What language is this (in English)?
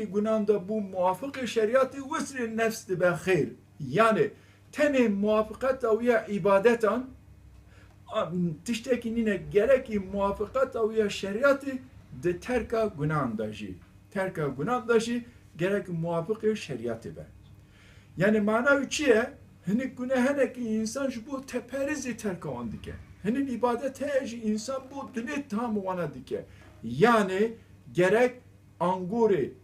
Kurdish